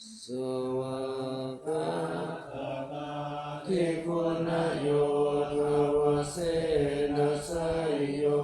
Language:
Pali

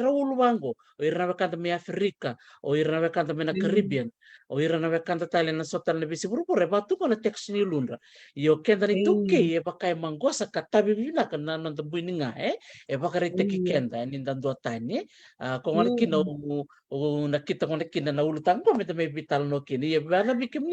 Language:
Fijian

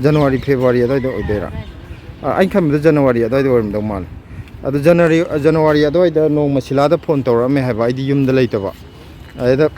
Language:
Manipuri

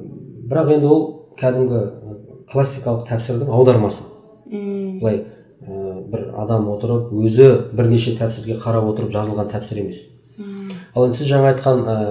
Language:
Kazakh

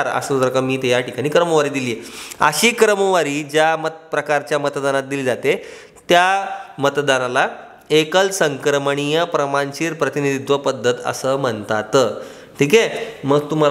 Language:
Marathi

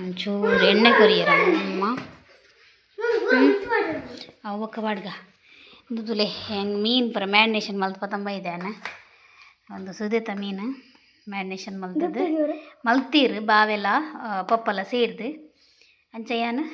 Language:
Tulu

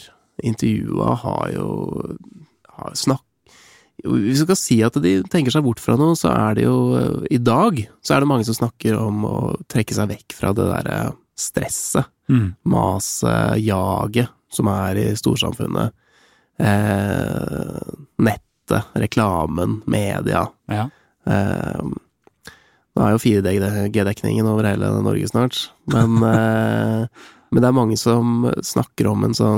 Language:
Norwegian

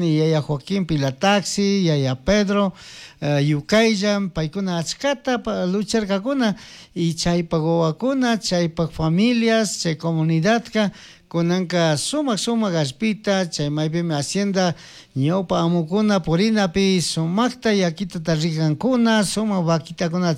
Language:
Chimborazo Highland Quichua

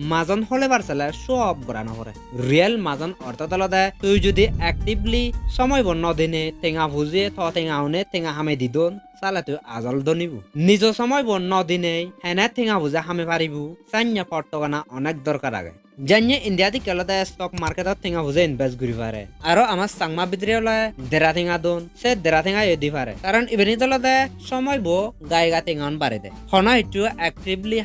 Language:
Chakma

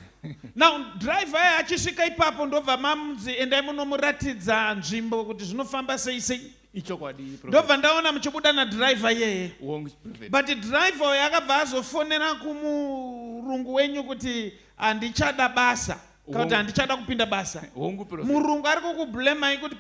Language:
Shona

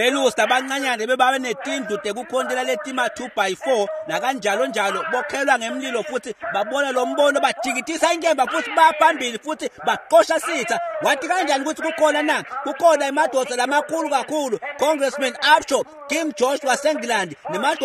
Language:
Swati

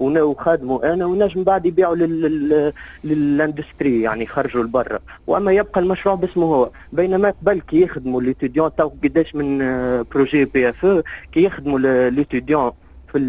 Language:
Tunisian Arabic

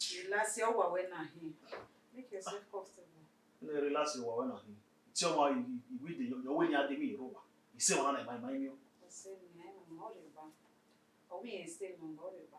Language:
Bini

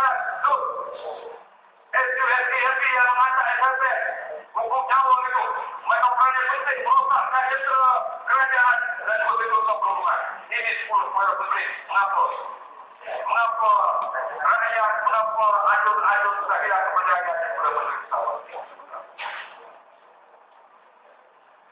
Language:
Malay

